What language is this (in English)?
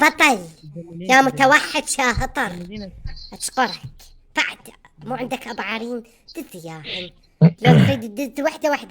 Mesopotamian Arabic